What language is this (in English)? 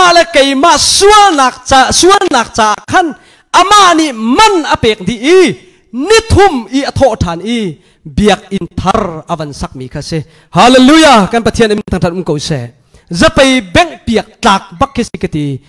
Hakha Chin